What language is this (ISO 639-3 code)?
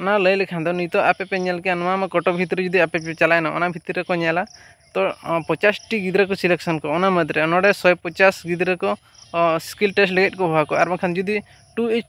sat